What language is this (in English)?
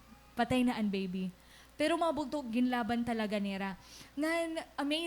Waray